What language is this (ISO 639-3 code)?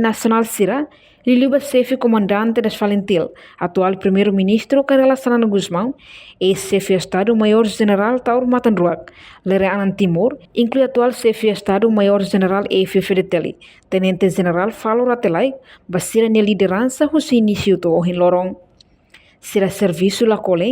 tet